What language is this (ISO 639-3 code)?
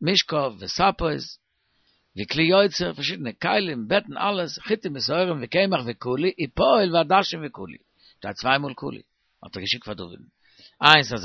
yid